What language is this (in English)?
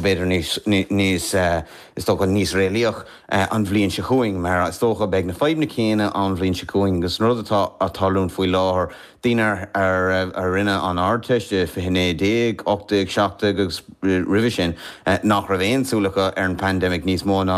Irish